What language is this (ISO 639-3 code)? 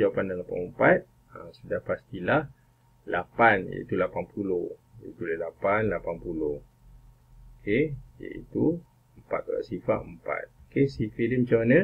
msa